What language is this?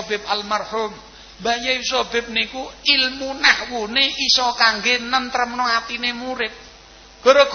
Javanese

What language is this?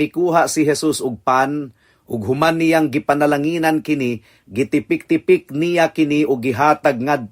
Cebuano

